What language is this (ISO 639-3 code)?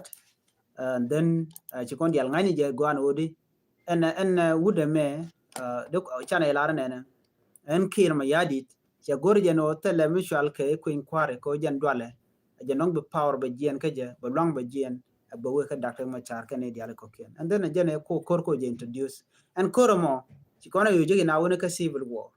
nus